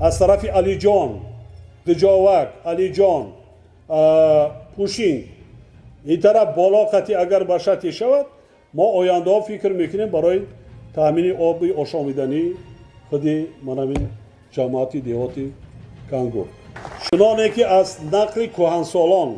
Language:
Tajik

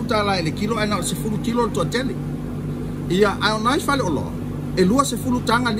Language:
Samoan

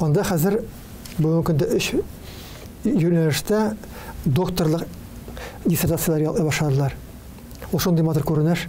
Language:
Tatar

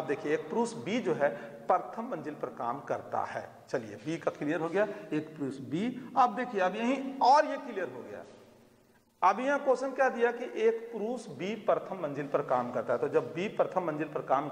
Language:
Hindi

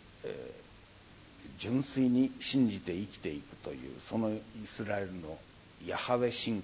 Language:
Japanese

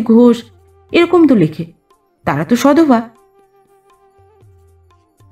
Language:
Bangla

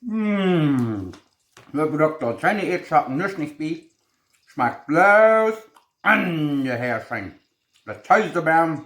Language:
Plautdietsch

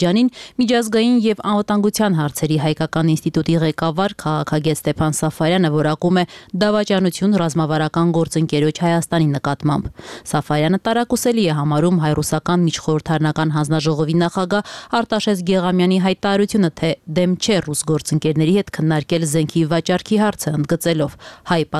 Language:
Armenian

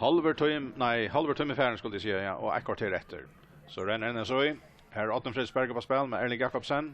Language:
Faroese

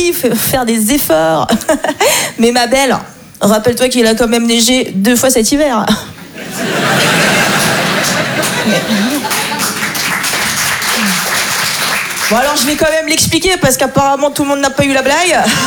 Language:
French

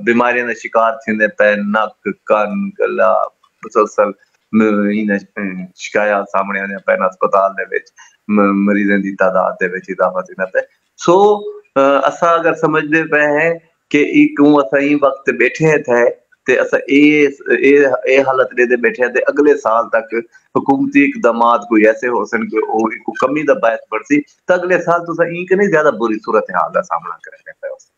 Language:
Saraiki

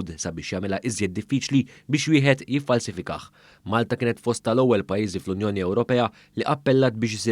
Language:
Maltese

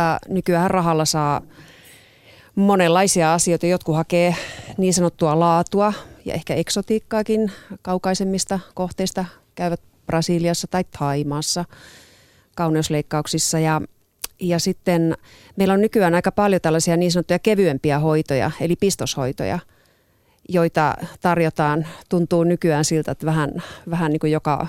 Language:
Finnish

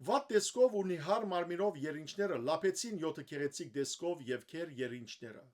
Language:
Western Armenian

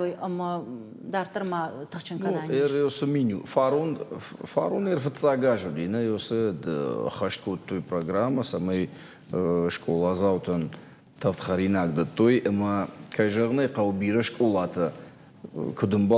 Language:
Ossetic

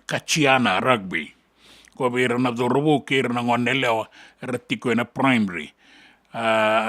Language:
Fijian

